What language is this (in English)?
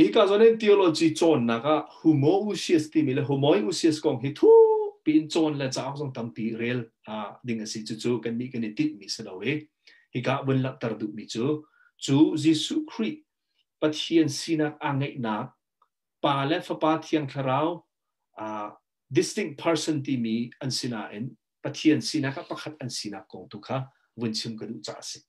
Hakha Chin